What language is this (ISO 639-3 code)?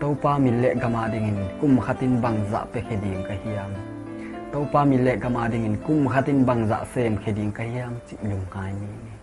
ctd